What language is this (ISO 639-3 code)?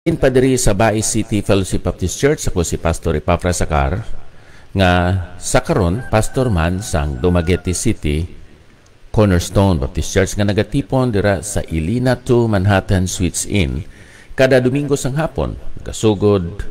hil